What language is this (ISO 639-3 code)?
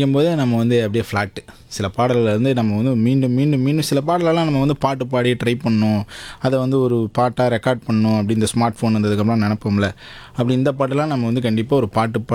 tam